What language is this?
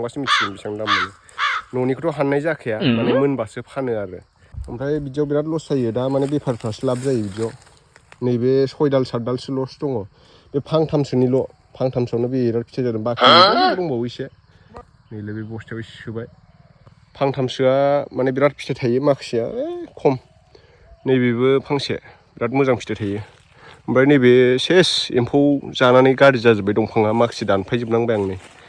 Bodo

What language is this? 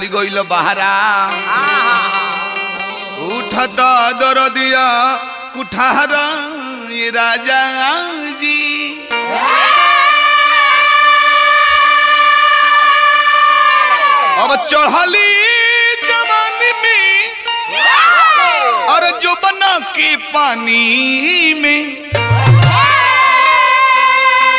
Bhojpuri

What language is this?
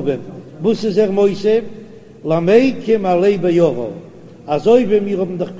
Yiddish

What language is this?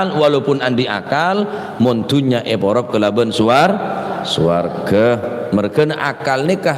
Madurese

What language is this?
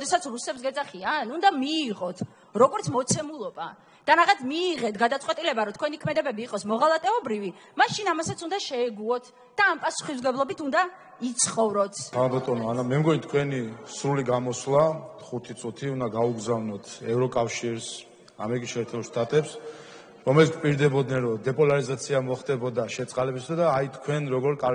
Georgian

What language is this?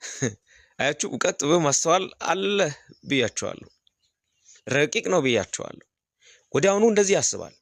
Amharic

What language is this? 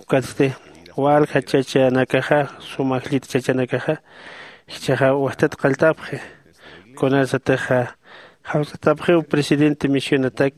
Aymara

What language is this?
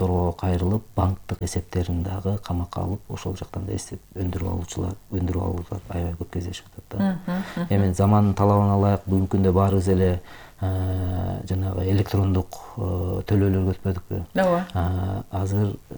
Kyrgyz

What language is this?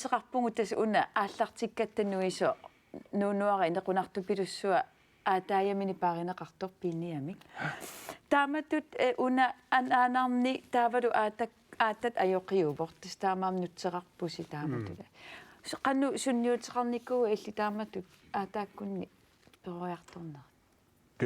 Kalaallisut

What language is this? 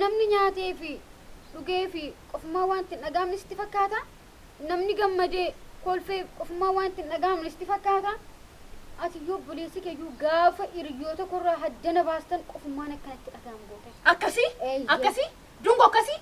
Oromo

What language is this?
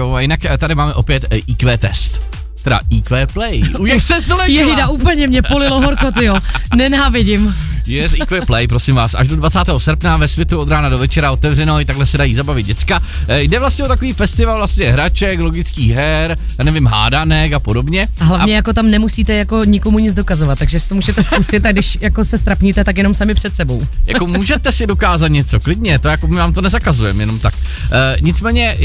Czech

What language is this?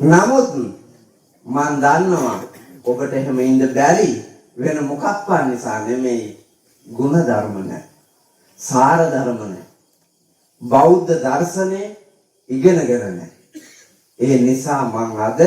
Sinhala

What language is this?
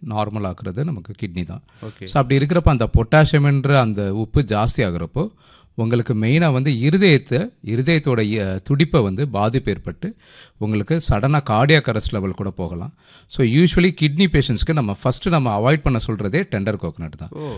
Tamil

